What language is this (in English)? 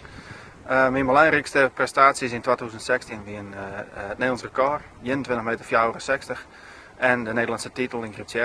Western Frisian